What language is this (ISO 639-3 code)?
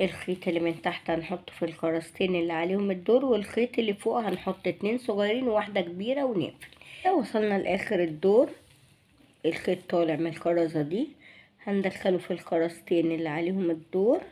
arz